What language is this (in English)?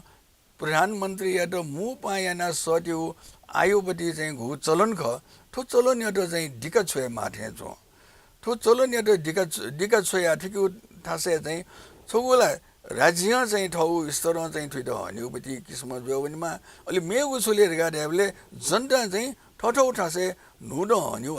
Newari